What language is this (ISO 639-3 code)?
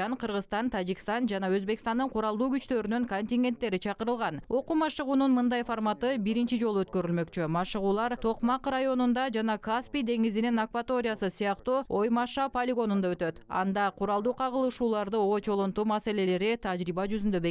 kir